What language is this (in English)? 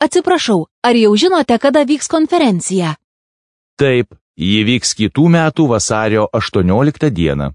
Lithuanian